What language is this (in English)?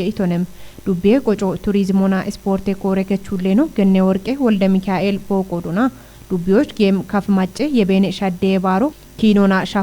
Kafa